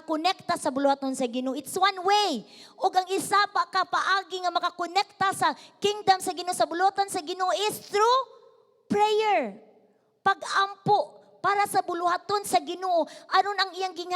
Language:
Cebuano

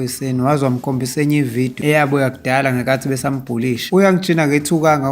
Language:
Zulu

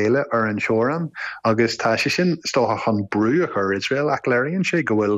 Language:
Irish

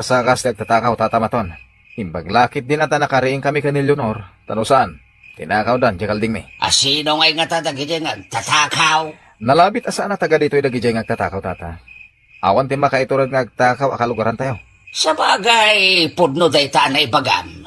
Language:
Iloko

